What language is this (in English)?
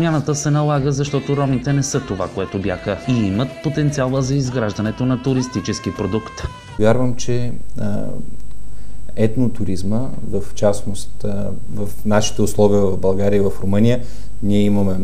Bulgarian